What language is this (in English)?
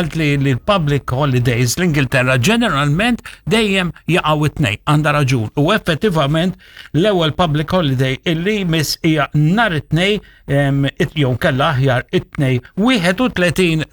Maltese